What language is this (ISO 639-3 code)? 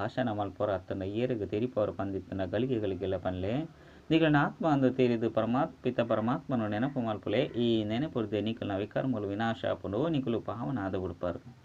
tcy